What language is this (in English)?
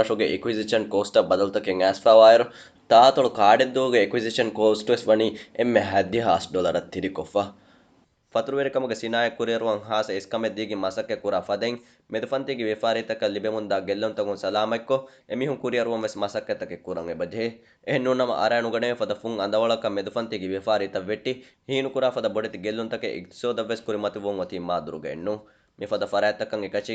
Divehi